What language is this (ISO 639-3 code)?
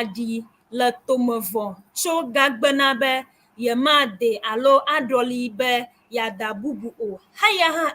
ewe